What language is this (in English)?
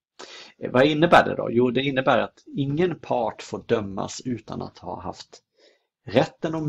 Swedish